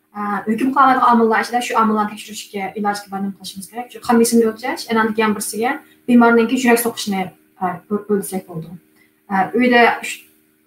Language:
Uyghur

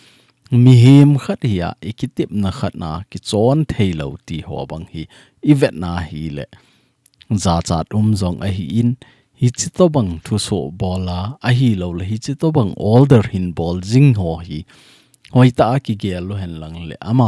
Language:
Thado Chin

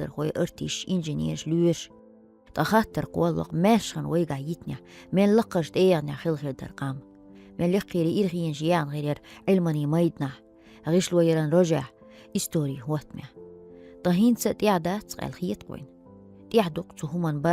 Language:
Chechen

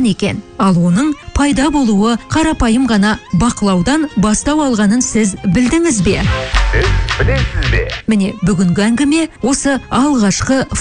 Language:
Kazakh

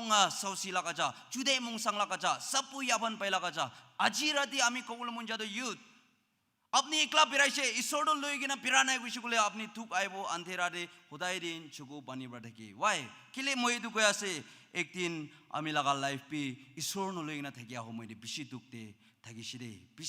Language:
Naga Pidgin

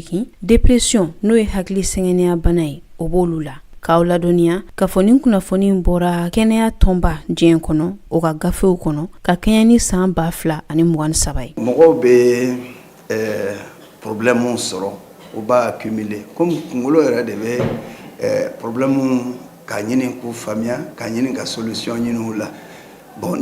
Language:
Bambara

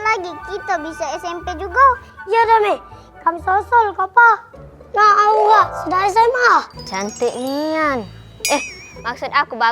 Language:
Musi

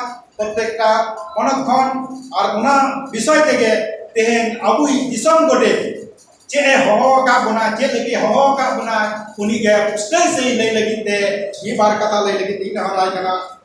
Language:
Santali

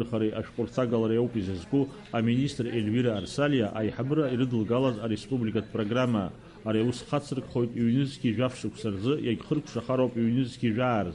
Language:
Abkhazian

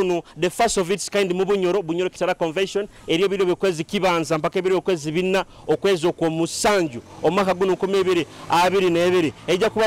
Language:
Nyoro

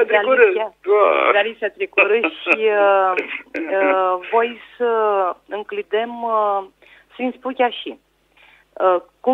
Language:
Aromanian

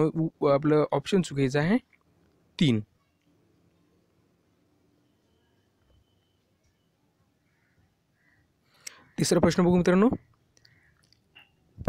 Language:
Marathi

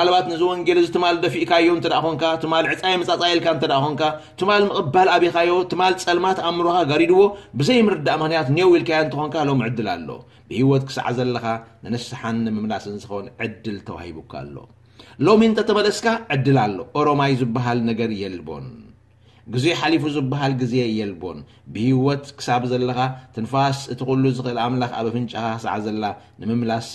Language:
Tigrinya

